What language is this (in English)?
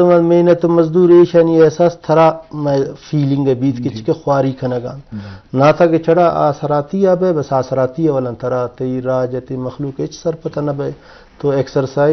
Baluchi